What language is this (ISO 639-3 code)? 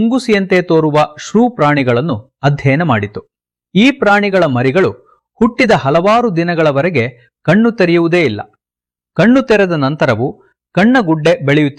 kan